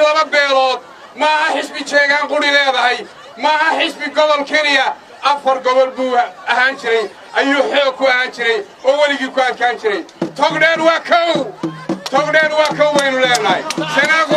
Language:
Somali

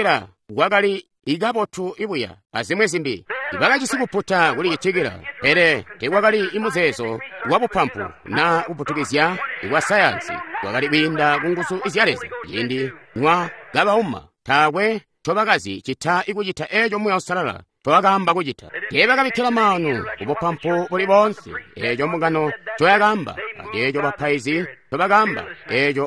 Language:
Tonga (Zambia)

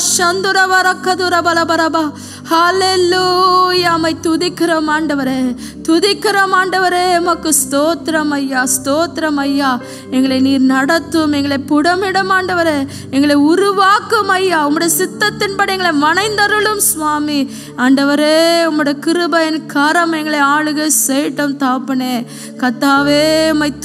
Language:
Tamil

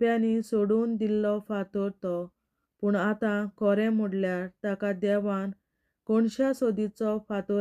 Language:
Konkani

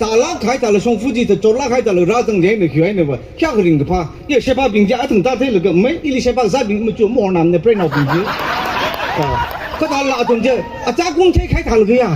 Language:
Tangkhul Naga (India)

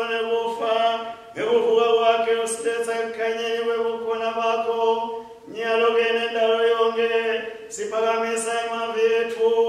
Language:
Swati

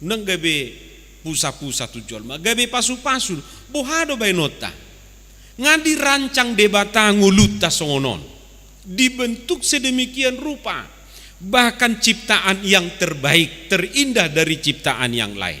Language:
Batak Toba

